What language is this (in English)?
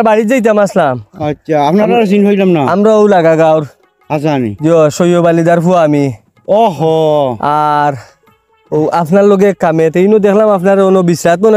Sylheti